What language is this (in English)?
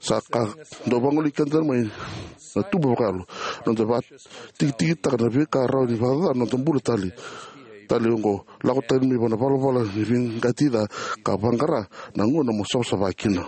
Fijian